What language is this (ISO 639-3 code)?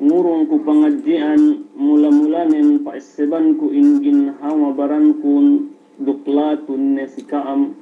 yka